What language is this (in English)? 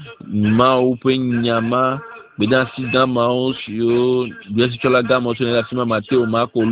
Ewe